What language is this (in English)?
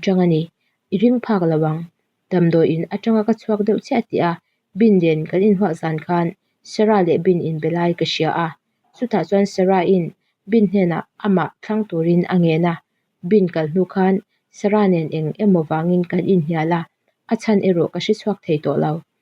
Mizo